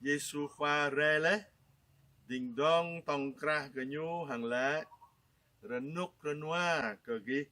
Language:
Jarai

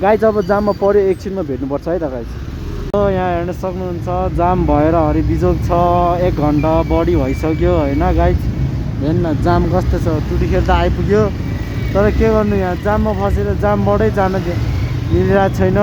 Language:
Nepali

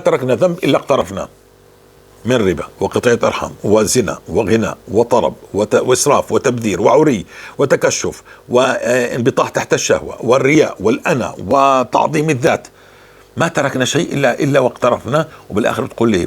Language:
North Levantine Arabic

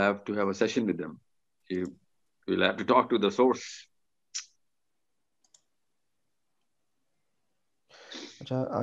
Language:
Urdu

